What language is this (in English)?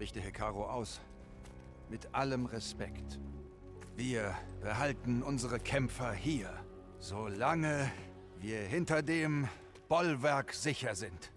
Bavarian